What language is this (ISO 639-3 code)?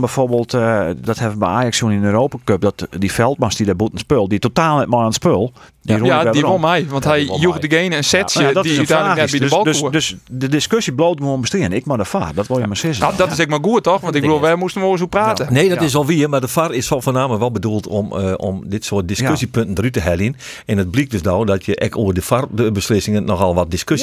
fry